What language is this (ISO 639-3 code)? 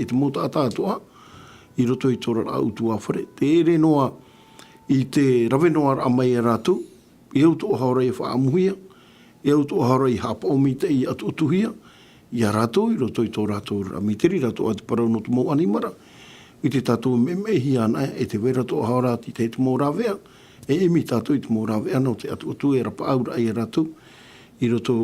tah